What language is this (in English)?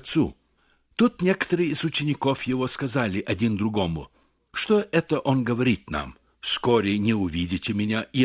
Russian